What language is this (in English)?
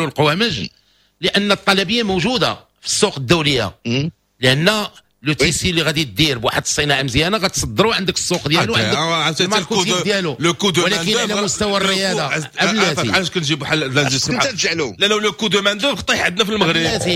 Moroccan Arabic